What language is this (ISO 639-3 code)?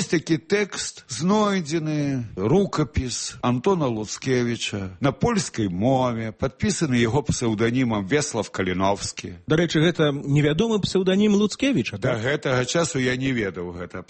bel